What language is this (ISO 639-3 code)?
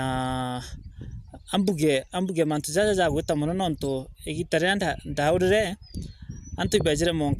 mer